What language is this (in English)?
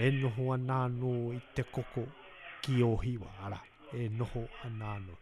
Māori